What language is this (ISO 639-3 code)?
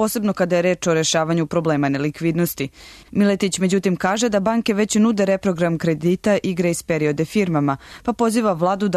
srp